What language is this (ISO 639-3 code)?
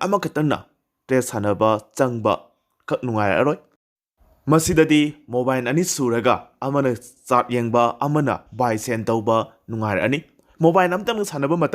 mni